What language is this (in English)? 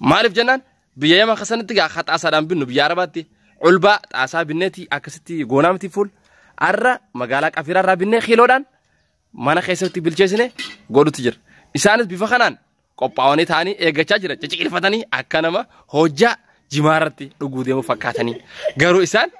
Oromo